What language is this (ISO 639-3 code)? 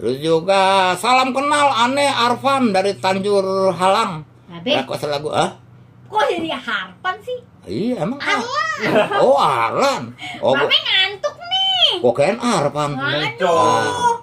bew